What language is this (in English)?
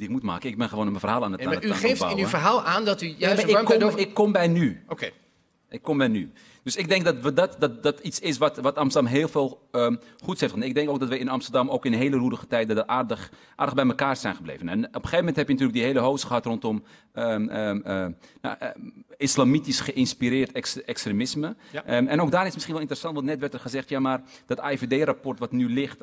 Dutch